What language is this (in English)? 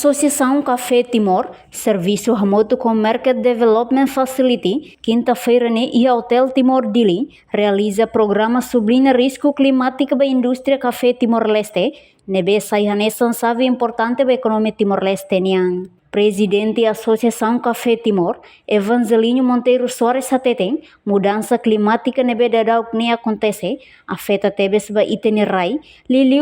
Tetum